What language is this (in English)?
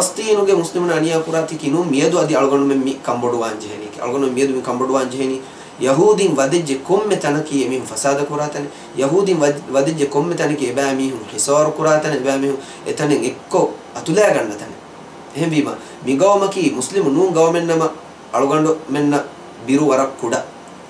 Divehi